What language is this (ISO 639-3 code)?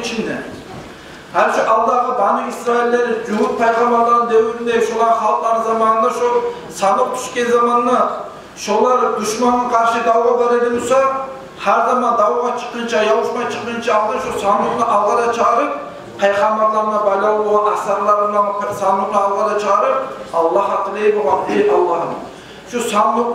kum